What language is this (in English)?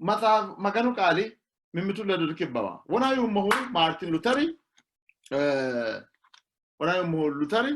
Sidamo